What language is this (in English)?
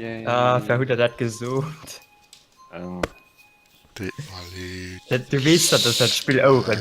Luxembourgish